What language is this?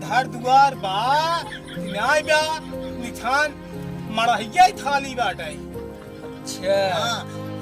Awadhi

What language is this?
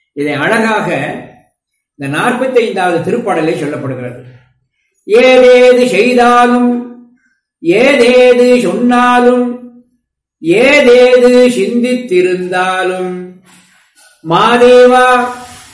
Tamil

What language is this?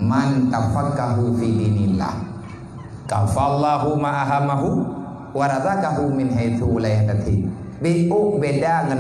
Achinese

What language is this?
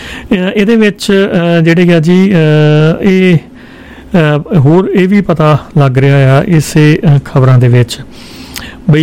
Punjabi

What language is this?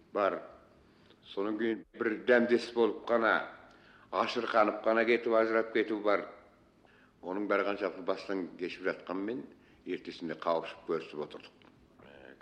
Kazakh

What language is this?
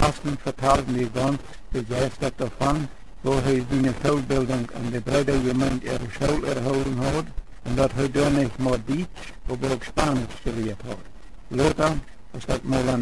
Plautdietsch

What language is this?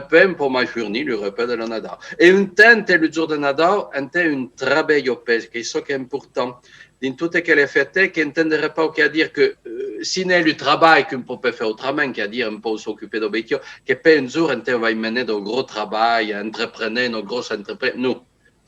Occitan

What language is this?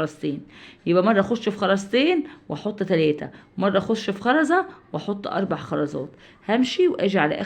Egyptian Arabic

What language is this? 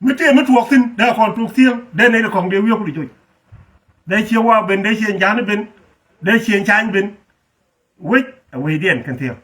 Nuer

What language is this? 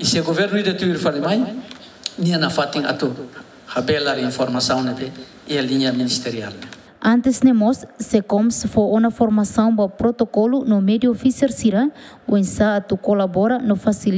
Tetum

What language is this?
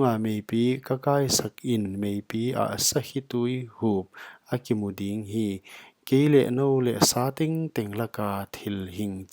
Paite Chin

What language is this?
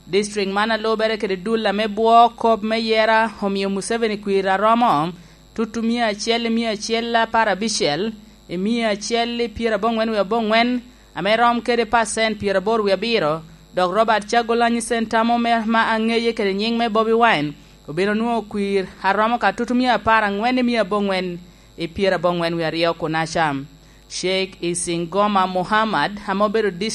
Lango (Uganda)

